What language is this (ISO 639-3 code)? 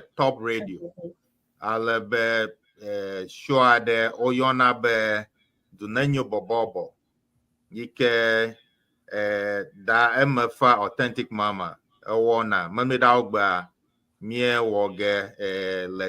ewe